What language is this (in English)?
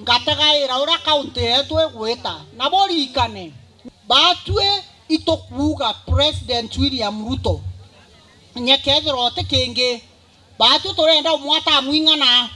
Meru